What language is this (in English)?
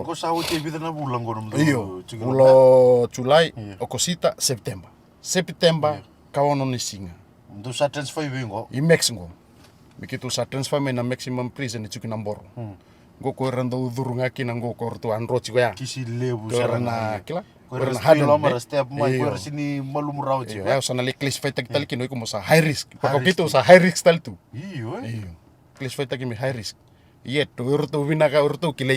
Fijian